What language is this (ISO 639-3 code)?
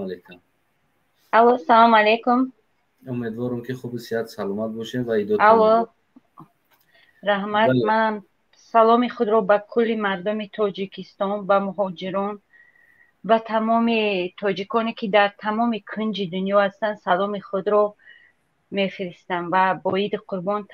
tgk